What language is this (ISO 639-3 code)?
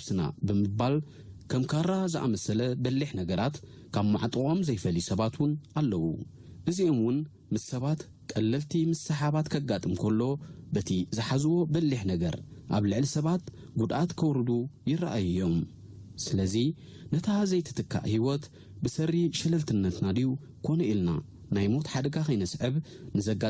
tir